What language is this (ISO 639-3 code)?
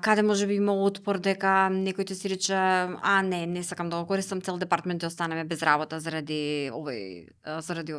mkd